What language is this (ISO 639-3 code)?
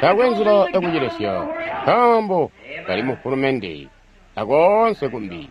toi